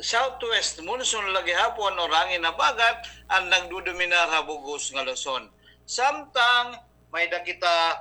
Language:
Waray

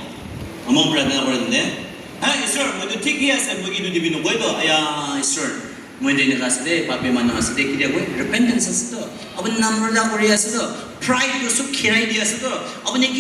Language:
Naga Pidgin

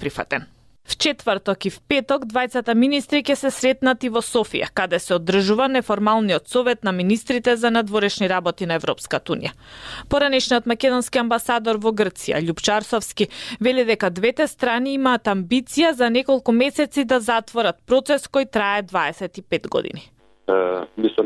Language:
Macedonian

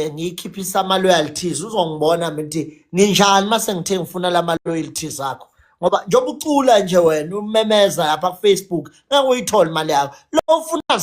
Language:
Zulu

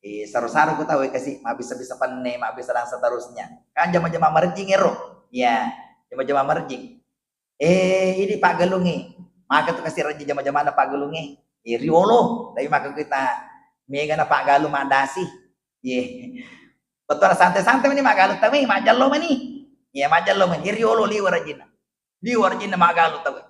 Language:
Buginese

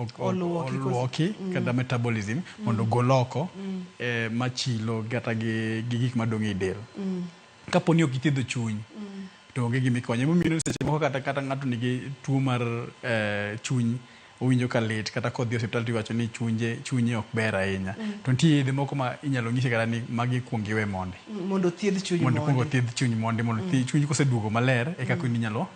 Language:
Luo (Kenya and Tanzania)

